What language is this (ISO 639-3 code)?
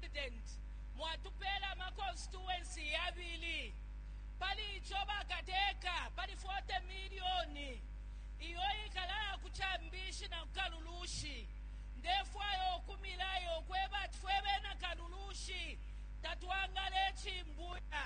bem